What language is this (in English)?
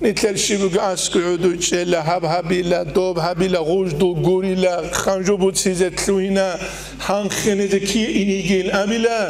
Avaric